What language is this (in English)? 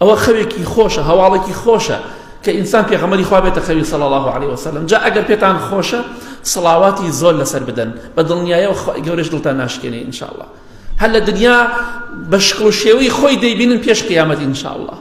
Central Kurdish